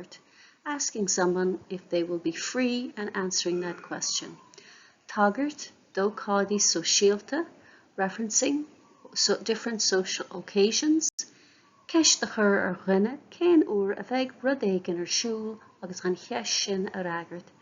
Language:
Irish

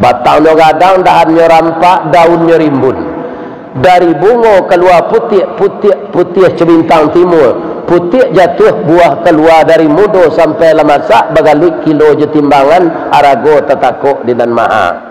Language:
Minangkabau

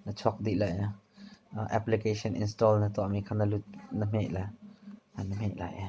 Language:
Hakha Chin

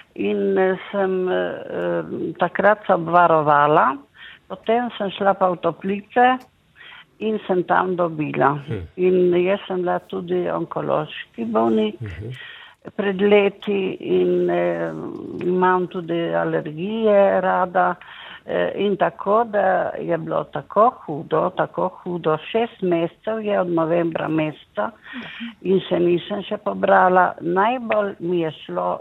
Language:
Slovenian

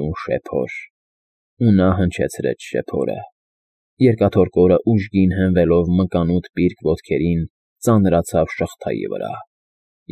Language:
Armenian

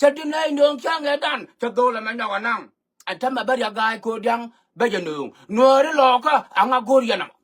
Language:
Nuer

